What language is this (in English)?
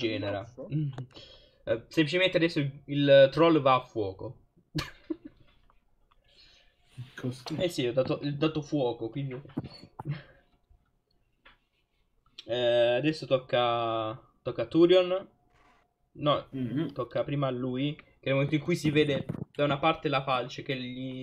Italian